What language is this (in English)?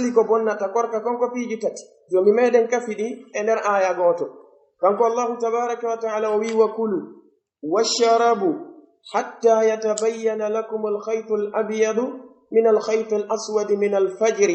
Pular